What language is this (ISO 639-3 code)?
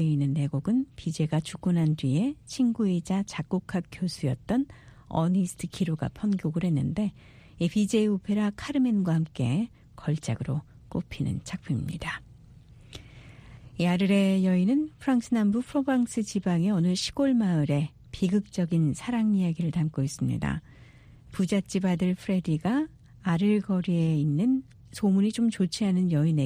kor